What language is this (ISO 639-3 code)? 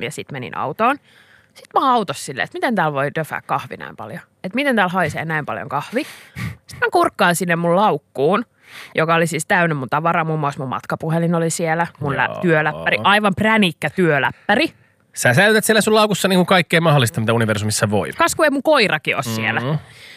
fin